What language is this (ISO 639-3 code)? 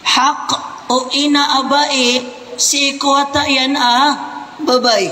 mrw